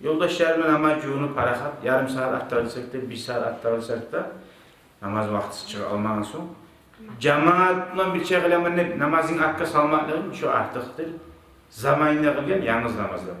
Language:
Kumyk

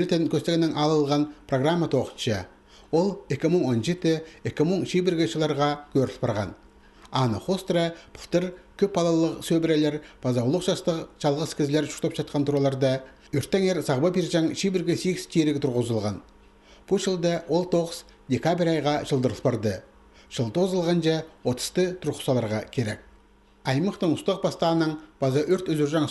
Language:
Khakas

